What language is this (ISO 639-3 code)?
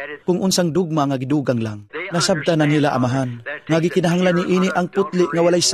ceb